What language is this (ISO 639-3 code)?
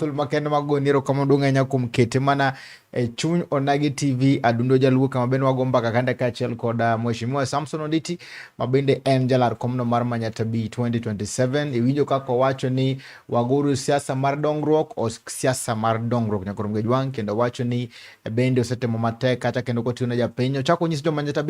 luo